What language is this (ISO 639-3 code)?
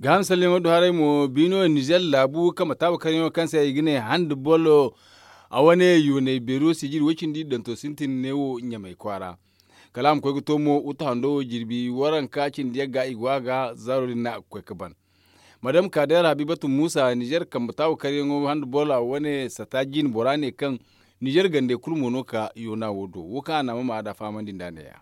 dje